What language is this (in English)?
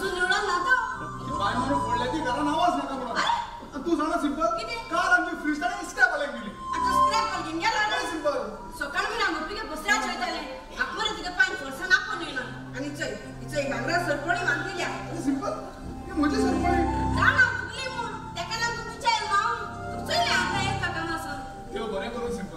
Konkani